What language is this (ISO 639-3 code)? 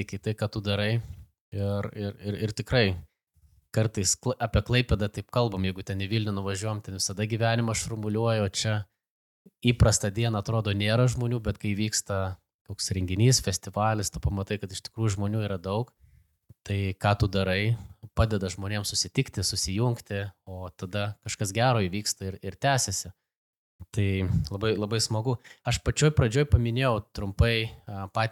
lit